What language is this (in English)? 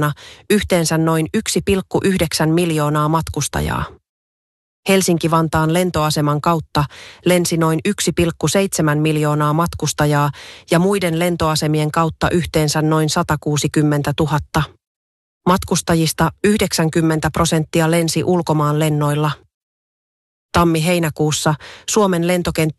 Finnish